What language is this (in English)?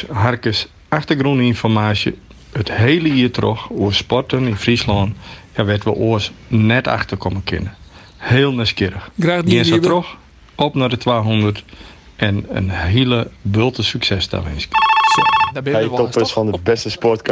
Western Frisian